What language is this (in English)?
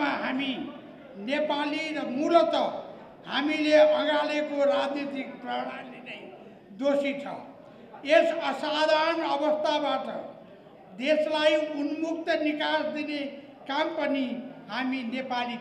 Nepali